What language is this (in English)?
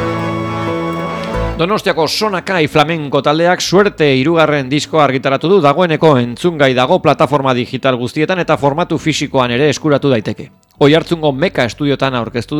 Basque